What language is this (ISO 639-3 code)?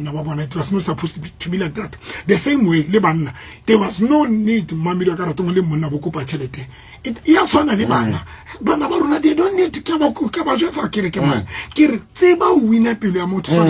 sot